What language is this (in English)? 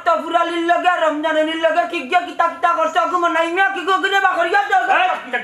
Sylheti